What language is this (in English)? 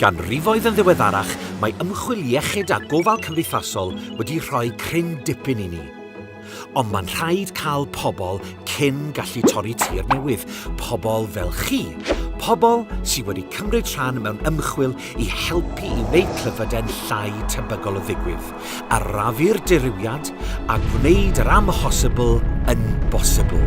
Welsh